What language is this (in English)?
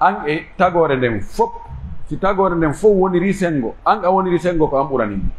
Pular